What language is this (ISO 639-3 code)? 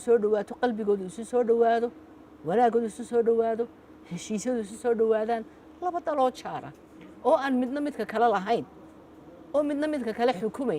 som